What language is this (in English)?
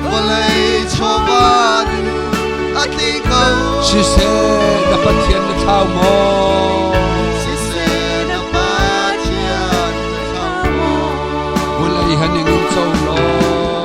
Hakha Chin